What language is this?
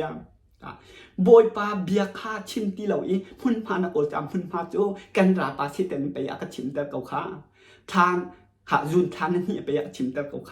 Hakha Chin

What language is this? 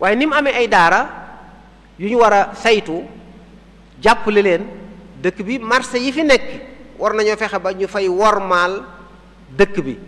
Wolof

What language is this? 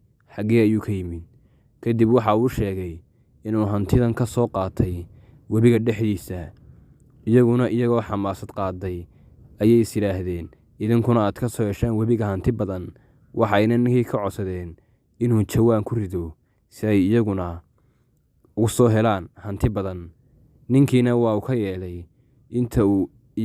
Somali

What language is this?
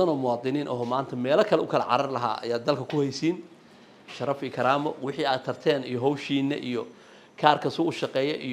Somali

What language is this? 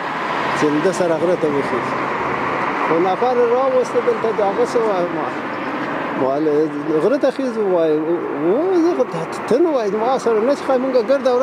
Pashto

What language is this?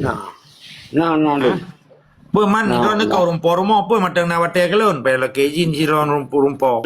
Achinese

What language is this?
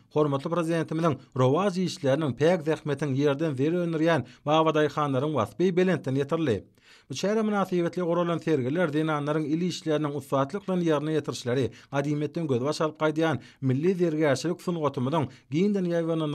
Turkmen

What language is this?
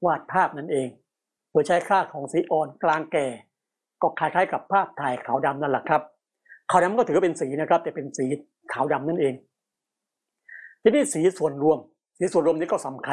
Thai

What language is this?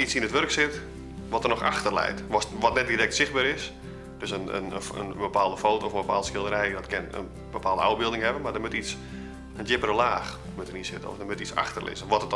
Western Frisian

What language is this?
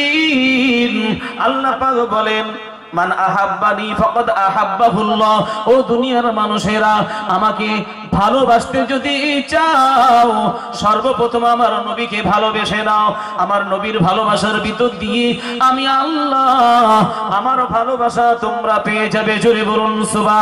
Bangla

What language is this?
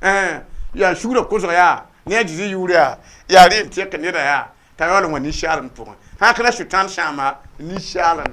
Mossi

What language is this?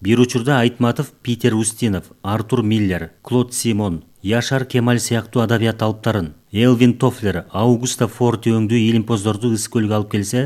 Kyrgyz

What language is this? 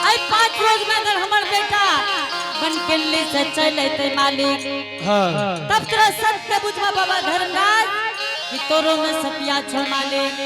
Angika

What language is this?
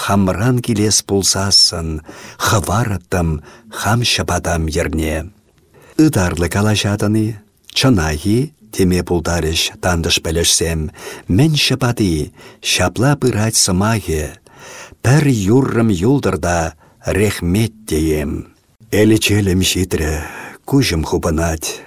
Chuvash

